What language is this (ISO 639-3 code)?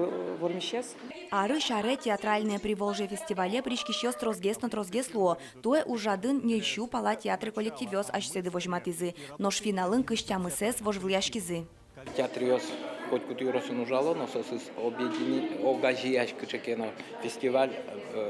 udm